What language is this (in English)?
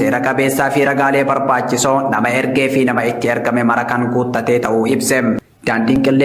Oromo